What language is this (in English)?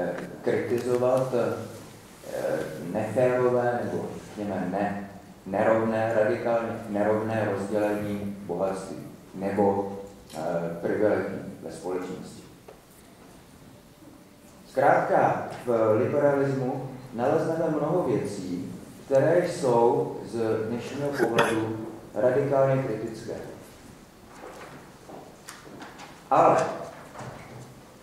Czech